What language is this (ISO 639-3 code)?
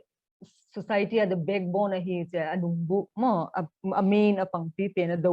pck